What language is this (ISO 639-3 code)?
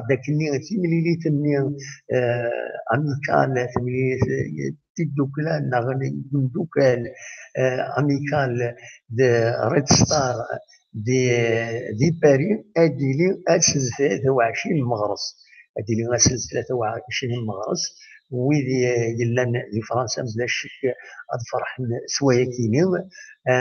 kab